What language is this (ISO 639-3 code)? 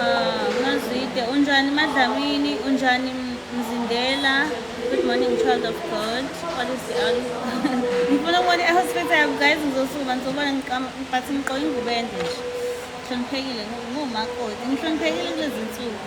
zul